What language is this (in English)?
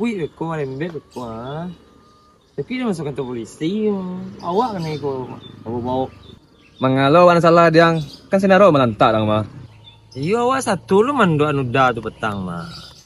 Minangkabau